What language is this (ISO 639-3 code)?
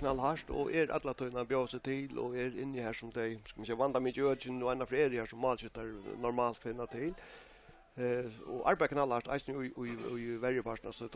fao